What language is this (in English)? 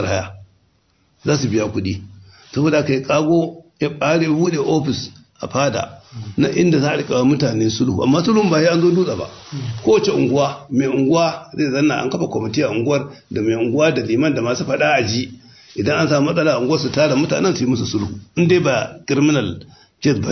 Hausa